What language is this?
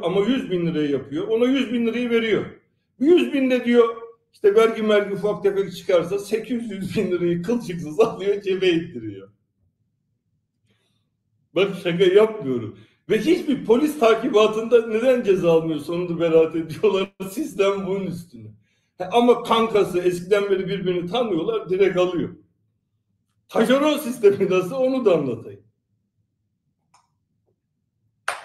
Turkish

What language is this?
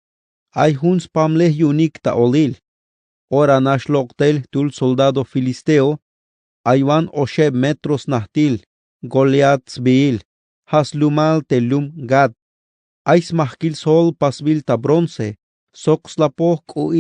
Tzeltal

